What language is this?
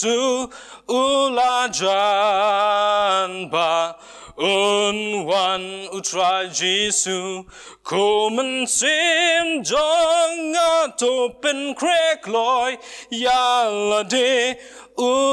Khasi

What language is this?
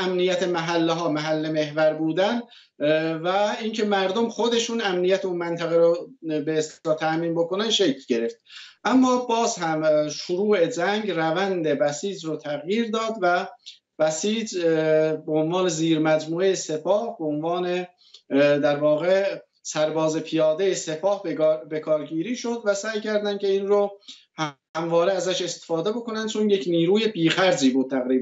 Persian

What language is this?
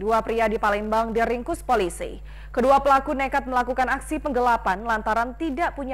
Indonesian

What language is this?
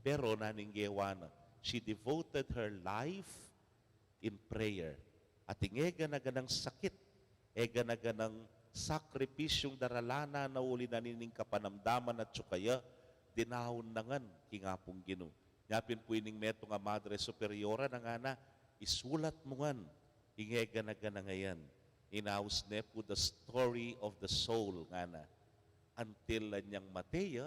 Pampanga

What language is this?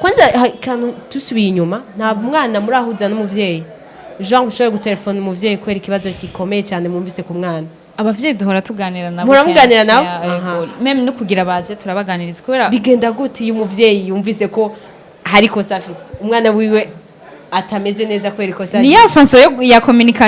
Rundi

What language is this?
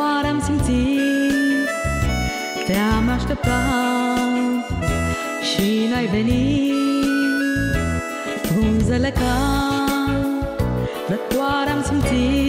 Romanian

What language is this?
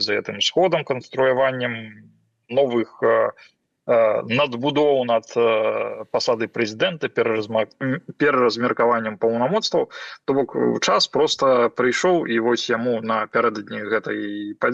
Belarusian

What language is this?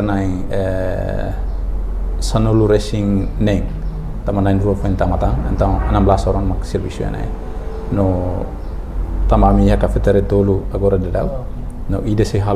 Tetum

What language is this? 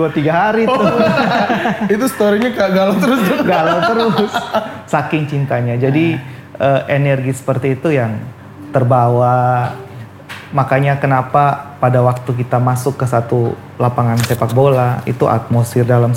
Indonesian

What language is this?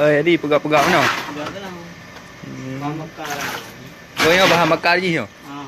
Achinese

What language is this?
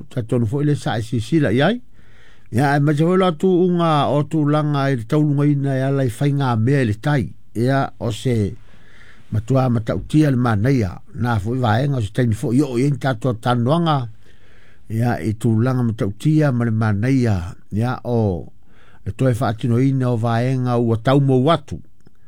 Samoan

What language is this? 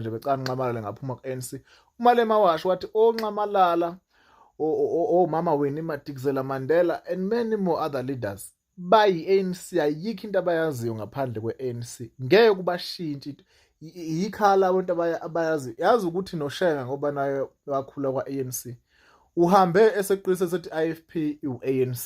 Zulu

